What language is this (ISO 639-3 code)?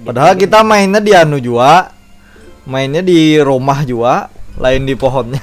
bjn